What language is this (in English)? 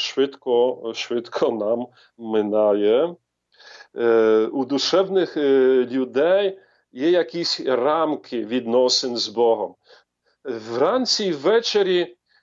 Ukrainian